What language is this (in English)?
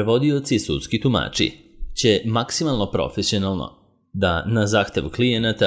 Serbian